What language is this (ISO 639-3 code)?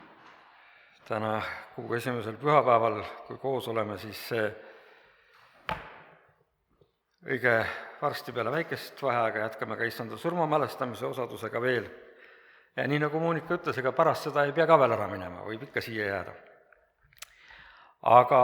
est